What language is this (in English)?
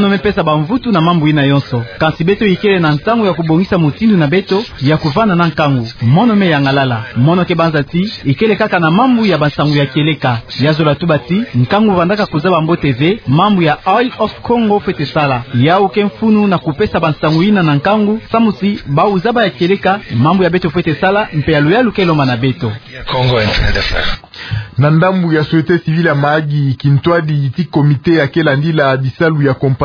Kituba (Democratic Republic of Congo)